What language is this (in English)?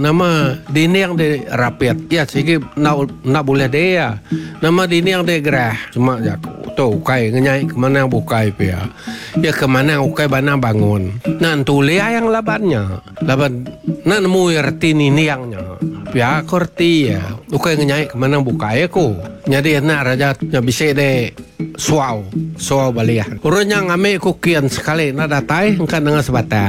Iban